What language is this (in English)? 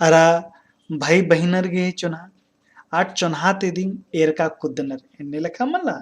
Kurukh